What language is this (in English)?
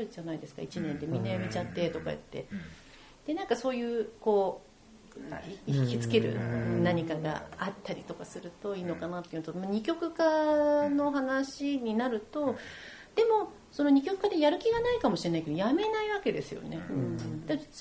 Japanese